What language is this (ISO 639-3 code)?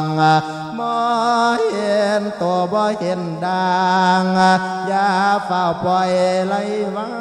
lao